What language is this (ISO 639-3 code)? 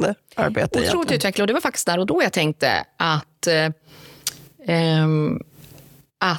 swe